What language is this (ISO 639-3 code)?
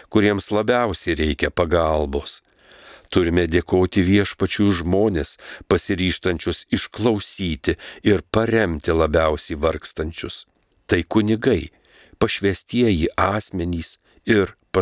lit